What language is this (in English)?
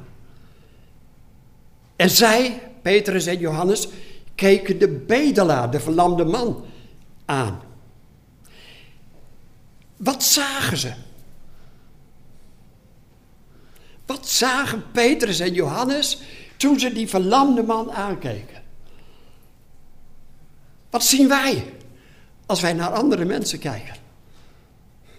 Dutch